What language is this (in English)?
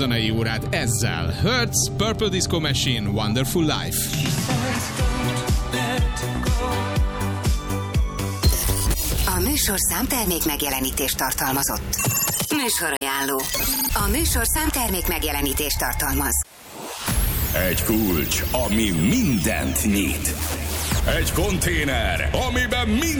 Hungarian